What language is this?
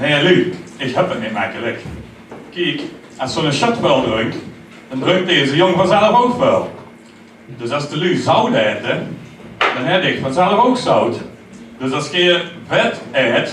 Limburgish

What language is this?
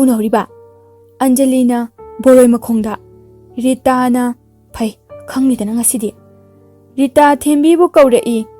Manipuri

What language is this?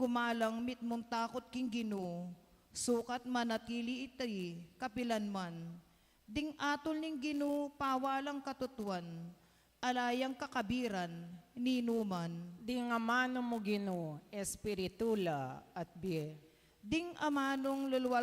Pampanga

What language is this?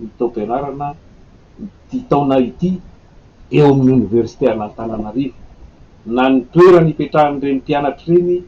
Malagasy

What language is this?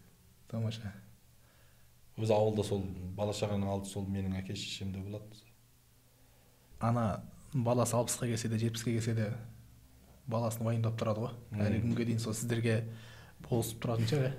Kazakh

